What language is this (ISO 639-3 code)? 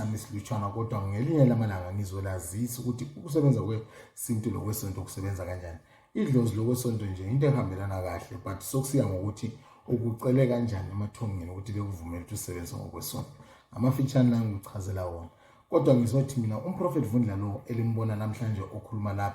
nde